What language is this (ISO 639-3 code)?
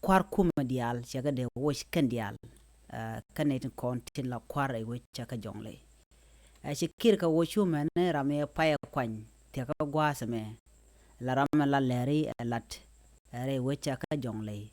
nus